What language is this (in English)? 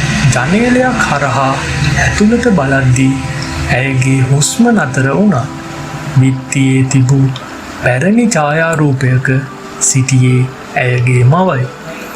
Sinhala